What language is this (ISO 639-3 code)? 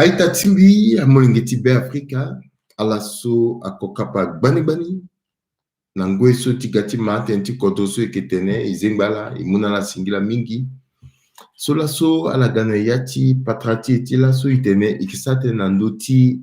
sag